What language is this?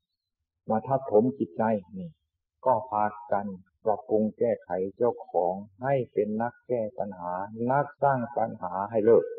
Thai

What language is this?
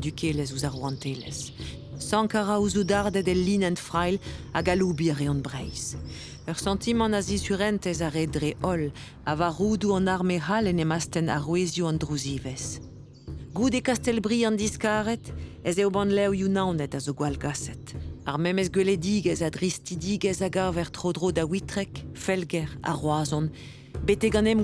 Breton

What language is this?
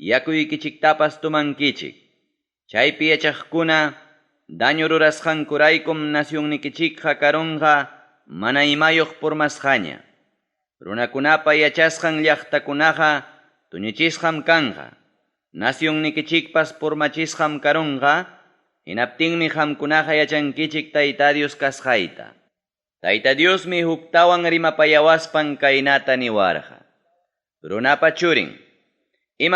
Ayacucho Quechua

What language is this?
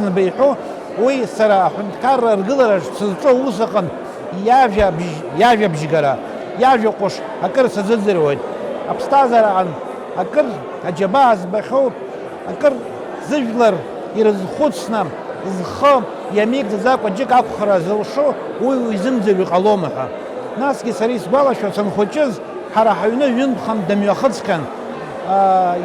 Abkhazian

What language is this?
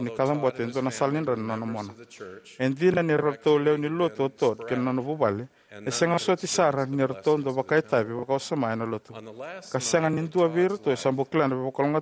Fijian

